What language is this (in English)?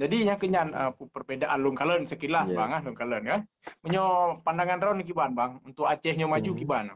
Achinese